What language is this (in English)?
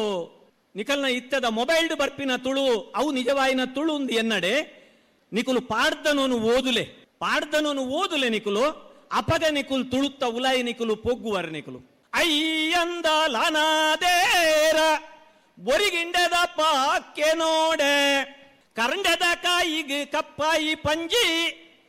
Tulu